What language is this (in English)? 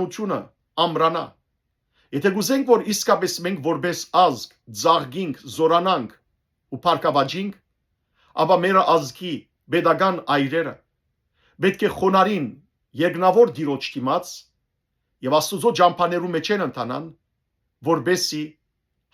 Western Armenian